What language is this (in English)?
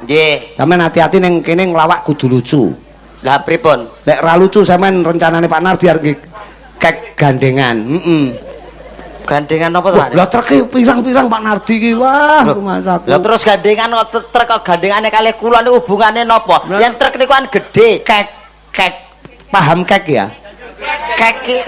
Javanese